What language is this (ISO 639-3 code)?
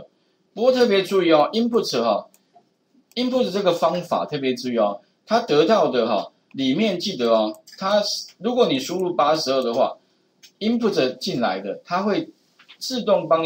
zho